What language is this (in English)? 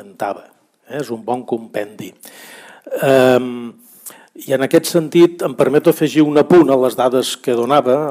Catalan